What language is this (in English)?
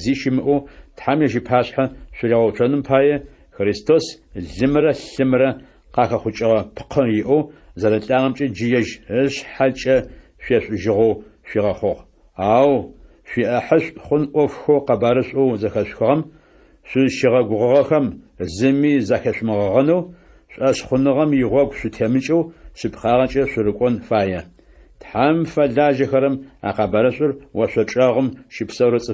Adyghe